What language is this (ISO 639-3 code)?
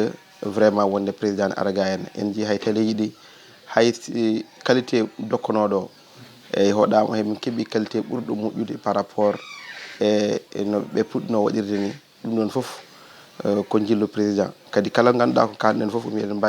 ful